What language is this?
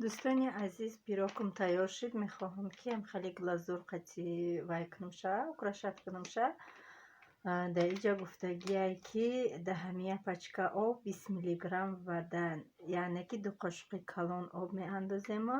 Tajik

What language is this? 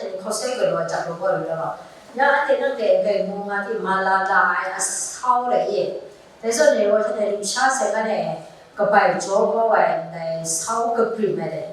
Kachin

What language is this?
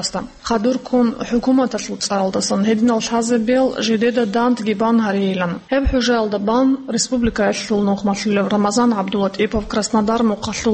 Avaric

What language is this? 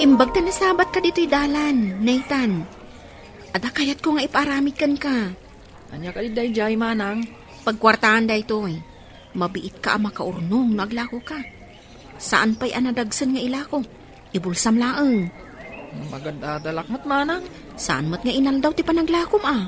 Iloko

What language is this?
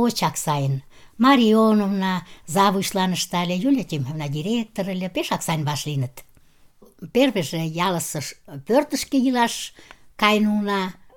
Mari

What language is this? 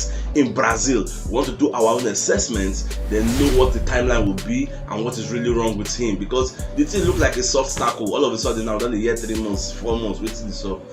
Nigerian Pidgin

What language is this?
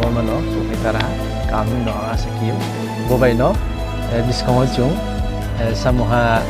Riang (India)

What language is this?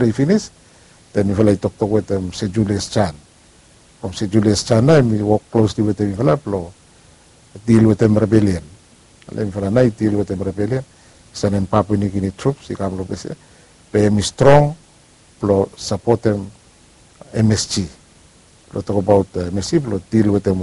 Bislama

